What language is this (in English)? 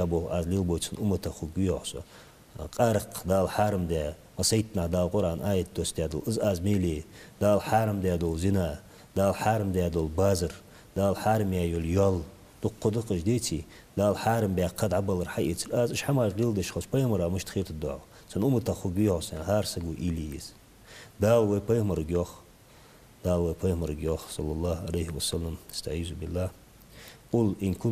Ingush